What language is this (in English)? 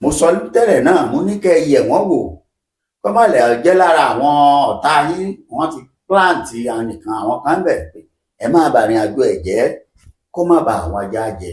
Yoruba